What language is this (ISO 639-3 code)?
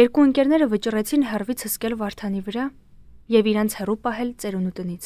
hye